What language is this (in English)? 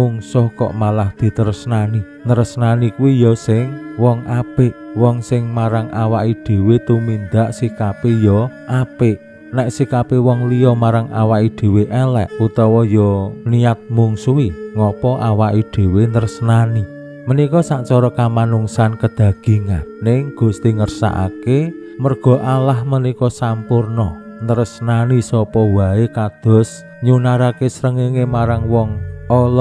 Javanese